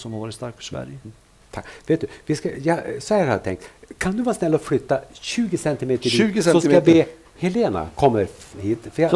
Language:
Swedish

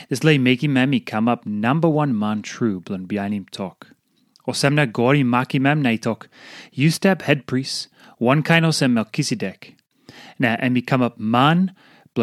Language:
Tok Pisin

